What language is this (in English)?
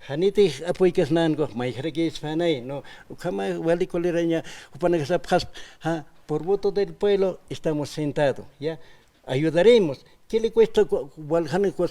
Aymara